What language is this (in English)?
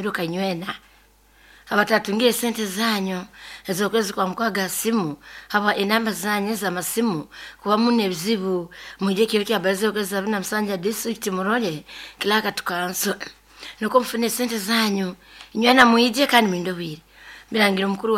Nyoro